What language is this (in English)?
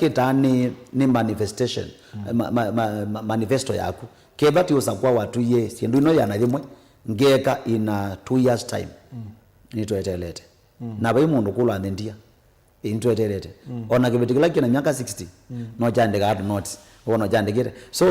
Kamba